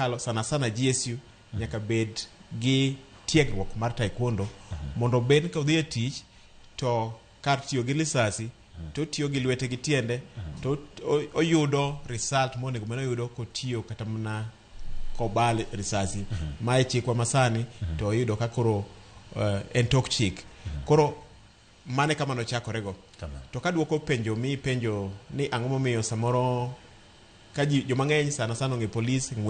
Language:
Luo (Kenya and Tanzania)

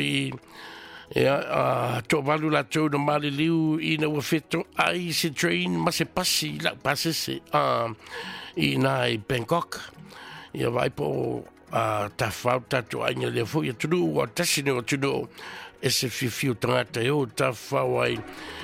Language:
Samoan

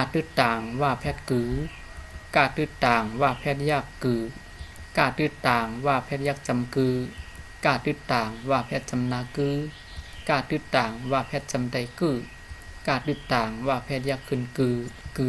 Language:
Shan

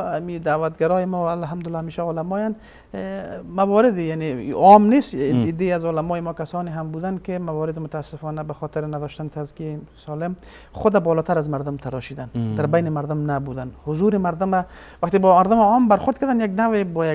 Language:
Persian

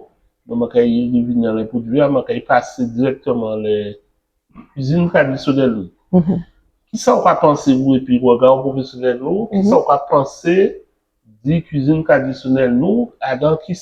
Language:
Guadeloupean Creole French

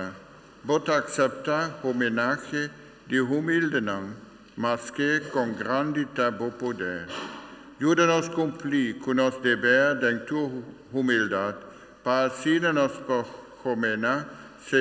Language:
Papiamento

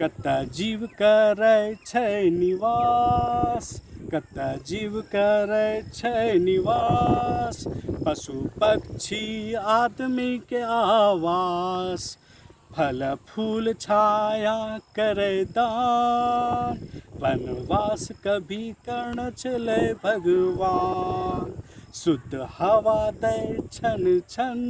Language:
Angika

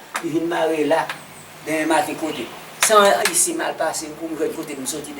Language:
Haitian Creole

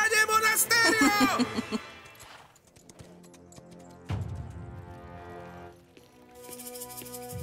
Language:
Polish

